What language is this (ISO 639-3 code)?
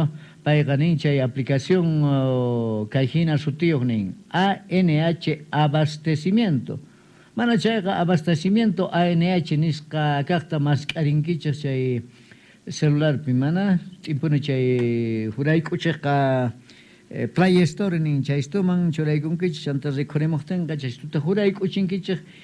que